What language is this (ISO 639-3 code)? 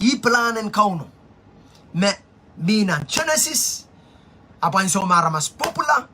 pon